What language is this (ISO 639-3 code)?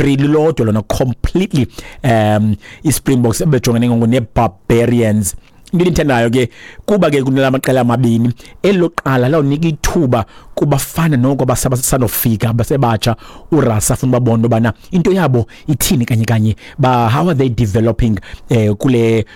xho